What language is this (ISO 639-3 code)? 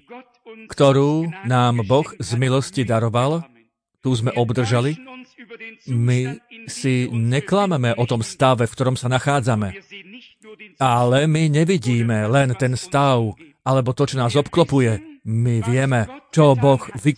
slk